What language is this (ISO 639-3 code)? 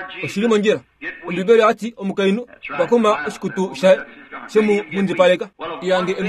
kua